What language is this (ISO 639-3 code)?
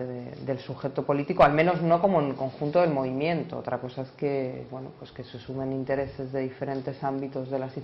spa